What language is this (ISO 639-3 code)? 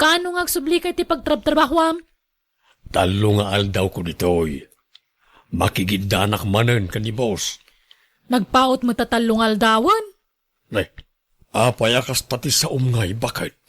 ilo